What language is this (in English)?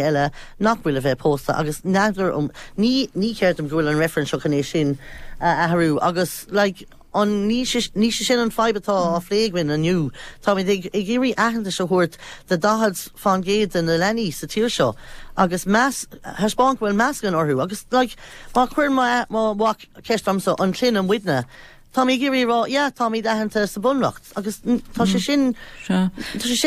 Irish